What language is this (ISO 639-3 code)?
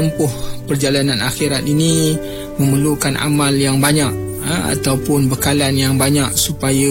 msa